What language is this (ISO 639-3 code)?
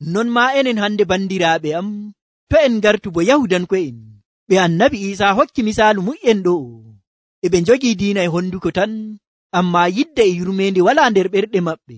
fuv